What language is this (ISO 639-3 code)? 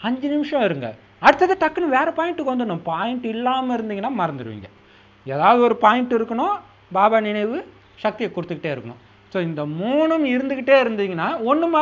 tam